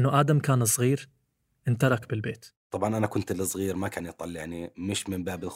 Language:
North Levantine Arabic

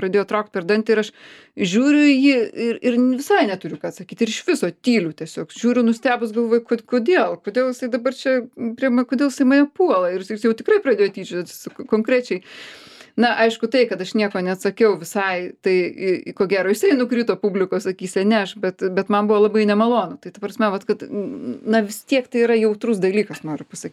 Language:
Lithuanian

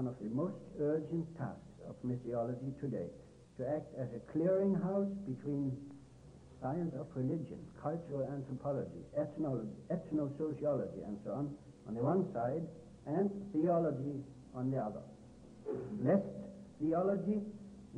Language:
English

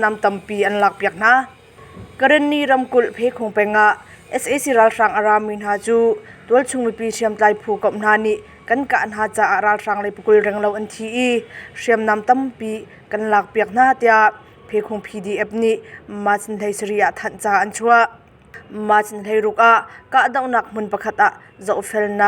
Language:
Hakha Chin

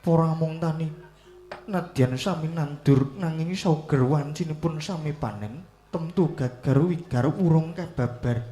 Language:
Javanese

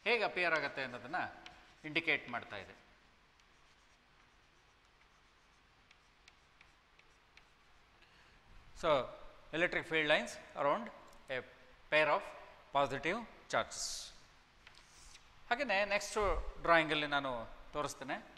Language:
Kannada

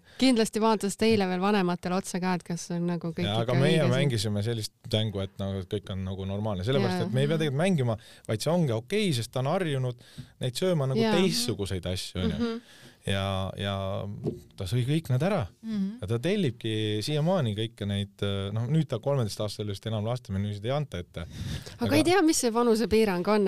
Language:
Estonian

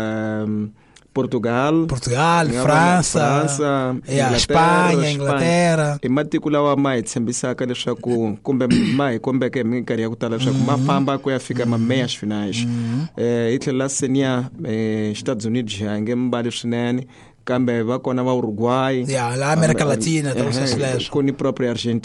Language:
Tsonga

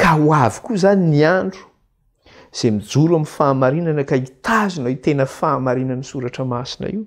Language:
Malagasy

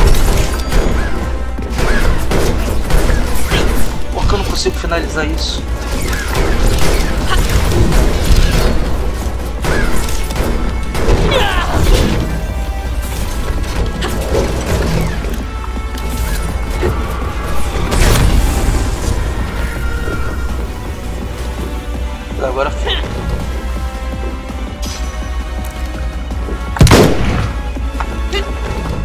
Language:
Portuguese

